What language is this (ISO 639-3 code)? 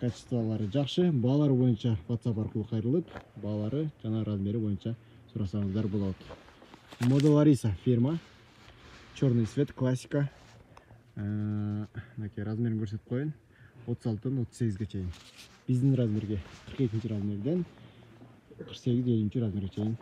kir